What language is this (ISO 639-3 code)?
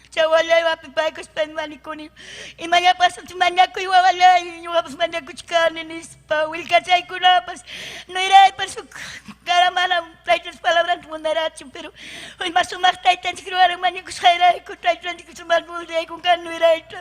quy